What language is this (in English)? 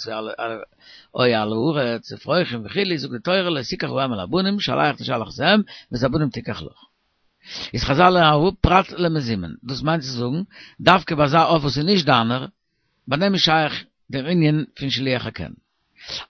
Yiddish